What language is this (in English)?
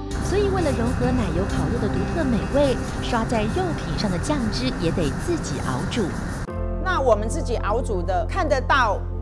Chinese